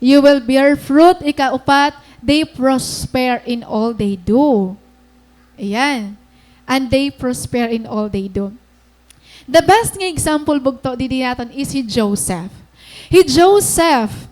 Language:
Waray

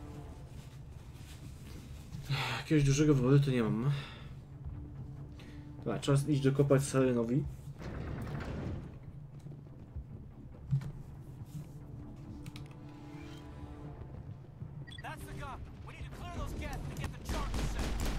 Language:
Polish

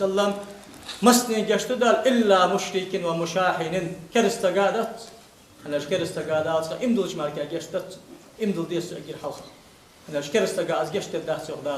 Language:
Ingush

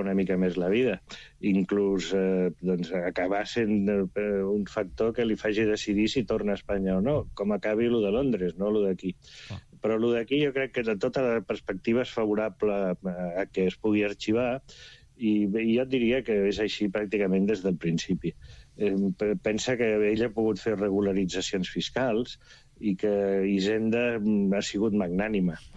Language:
Catalan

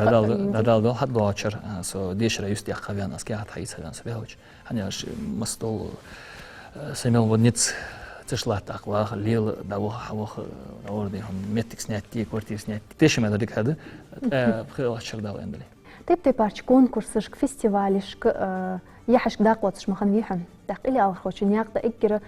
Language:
Ingush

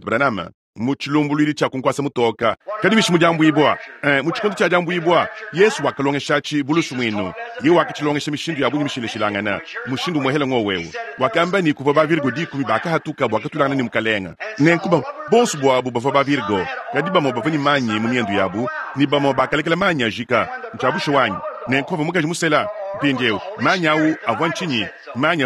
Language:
Luba-Lulua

